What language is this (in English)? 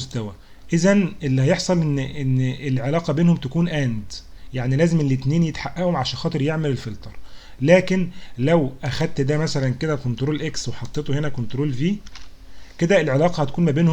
Egyptian Arabic